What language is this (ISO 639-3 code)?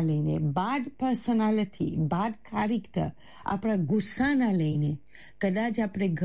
guj